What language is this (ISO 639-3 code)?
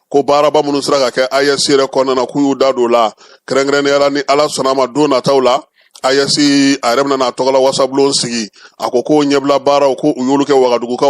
bam